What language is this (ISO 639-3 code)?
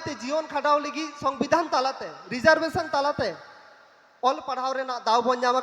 sat